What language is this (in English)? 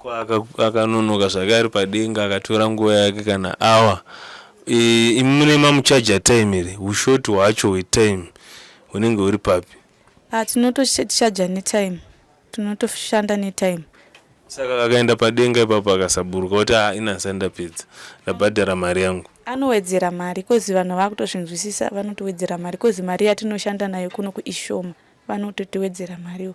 Shona